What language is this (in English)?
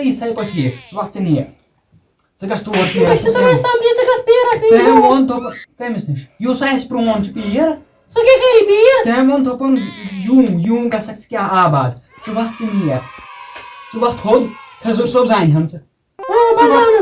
Kashmiri